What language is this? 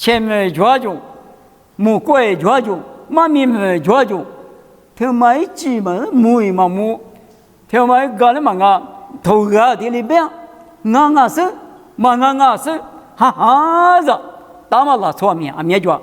Lisu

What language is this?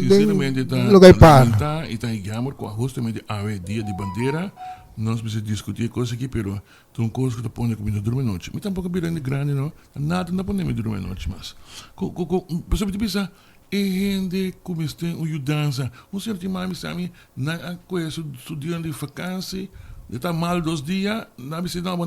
Papiamento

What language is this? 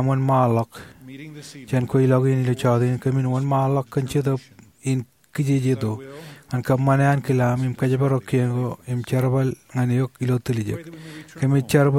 Marshallese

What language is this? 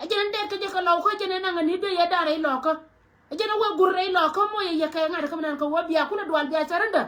Nuer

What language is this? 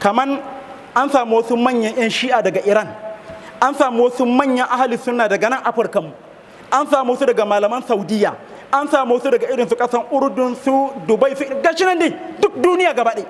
Hausa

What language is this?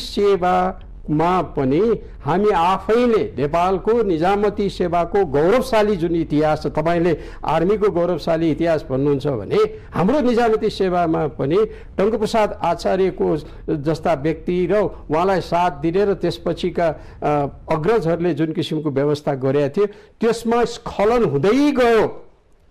Nepali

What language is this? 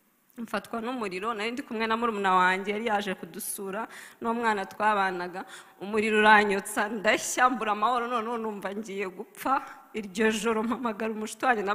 Kinyarwanda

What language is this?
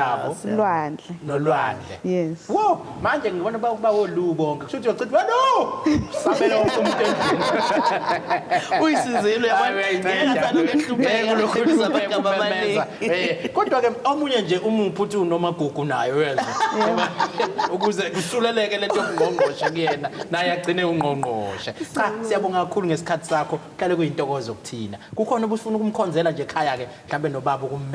Zulu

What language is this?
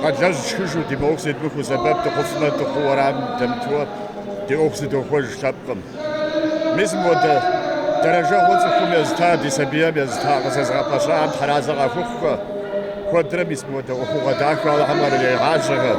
Kabardian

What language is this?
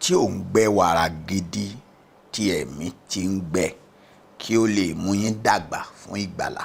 Yoruba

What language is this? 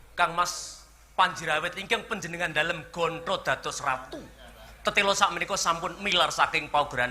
Javanese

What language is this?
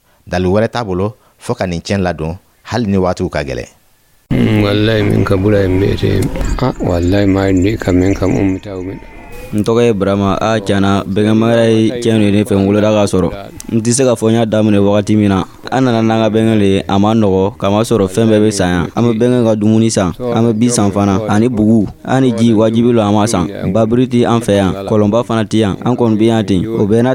Dyula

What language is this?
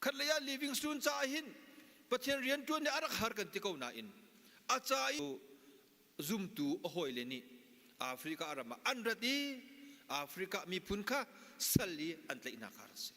Hakha Chin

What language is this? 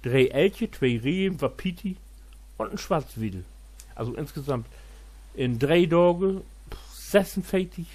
Low German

